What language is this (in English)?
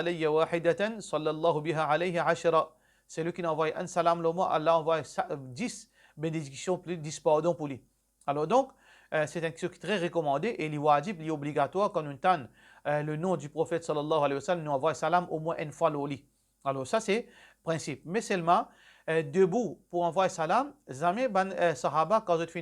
Morisyen